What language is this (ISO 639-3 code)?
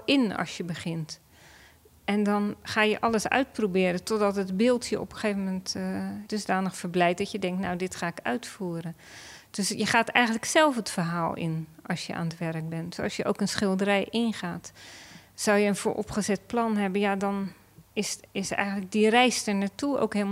nld